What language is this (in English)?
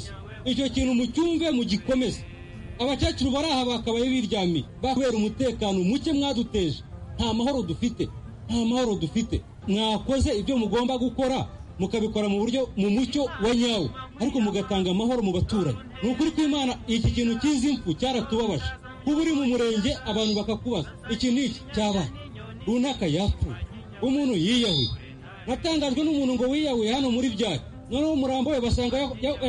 Kinyarwanda